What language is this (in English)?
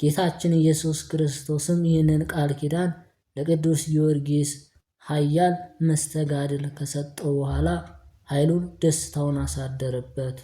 Amharic